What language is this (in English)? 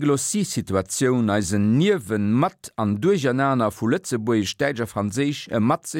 Luxembourgish